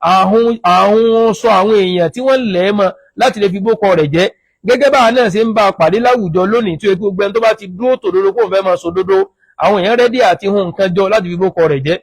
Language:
Yoruba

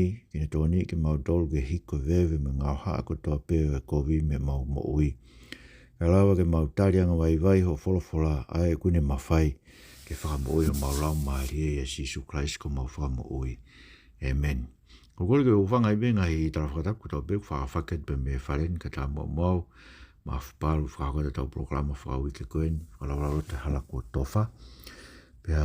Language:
Tongan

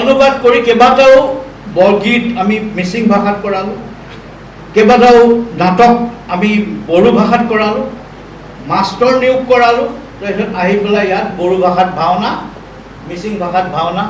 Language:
Assamese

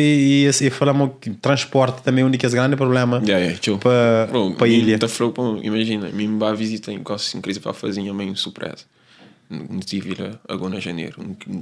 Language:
Kabuverdianu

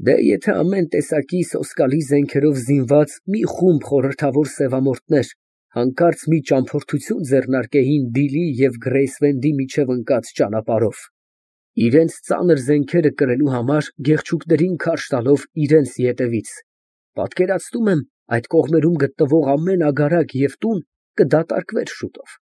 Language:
Armenian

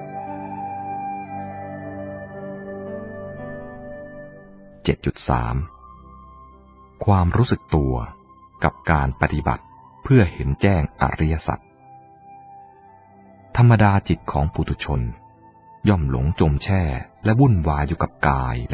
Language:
Thai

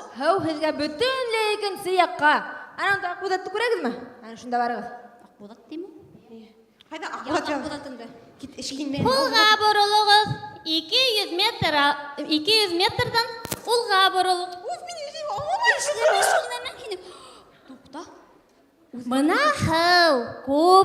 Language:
Bashkir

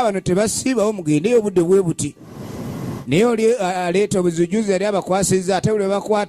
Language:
Ganda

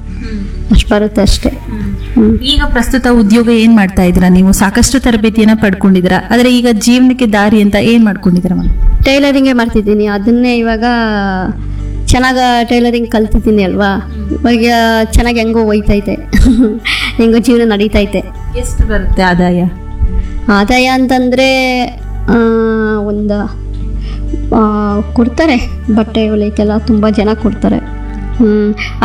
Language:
Kannada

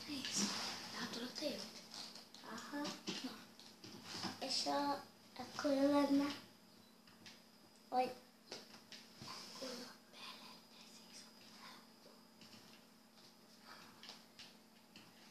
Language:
Hungarian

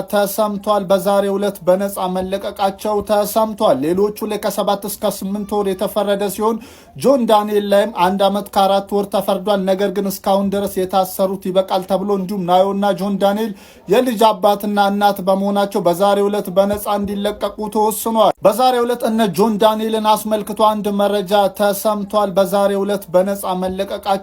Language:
Amharic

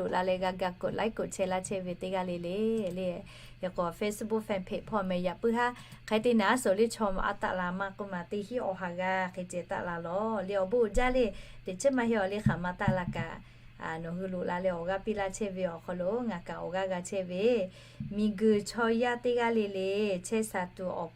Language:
Lahu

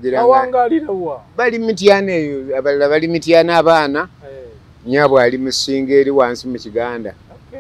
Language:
Ganda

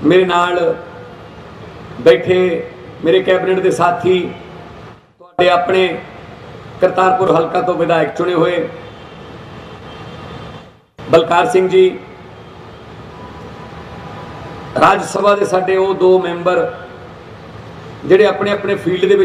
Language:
Punjabi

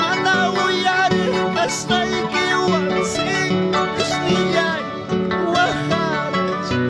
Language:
Ayacucho Quechua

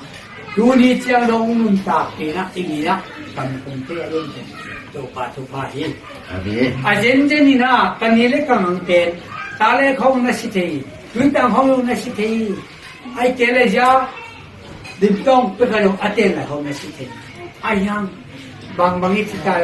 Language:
Tedim Chin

